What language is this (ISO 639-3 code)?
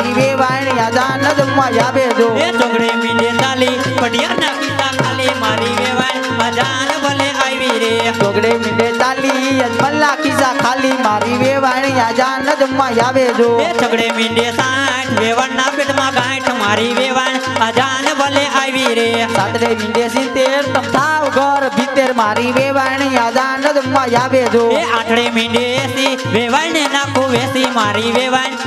guj